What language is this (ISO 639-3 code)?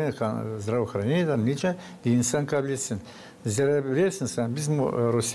gag